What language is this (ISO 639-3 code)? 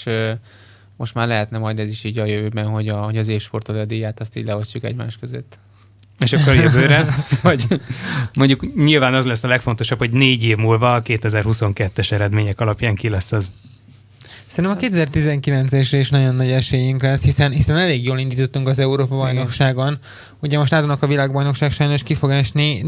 hun